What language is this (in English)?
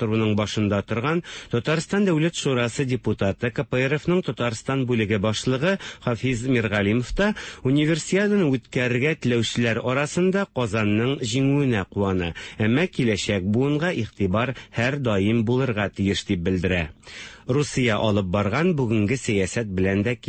Tatar